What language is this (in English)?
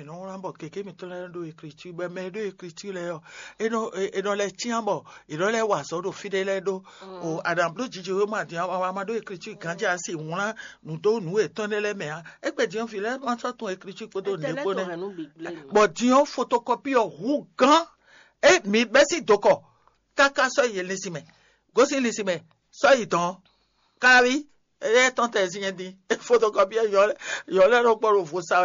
Fon